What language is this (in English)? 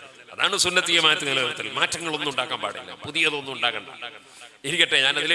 Malayalam